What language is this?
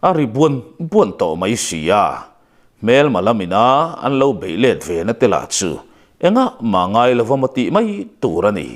Mizo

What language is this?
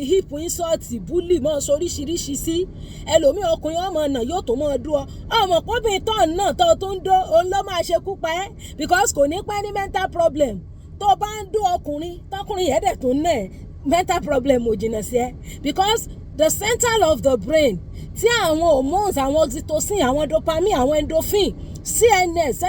Yoruba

